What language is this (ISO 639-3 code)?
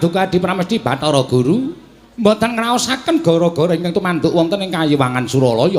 jav